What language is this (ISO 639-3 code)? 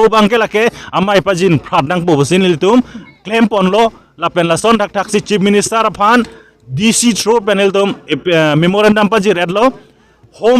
mjw